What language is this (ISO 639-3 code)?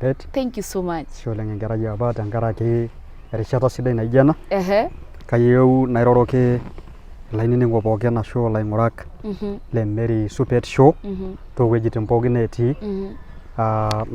mas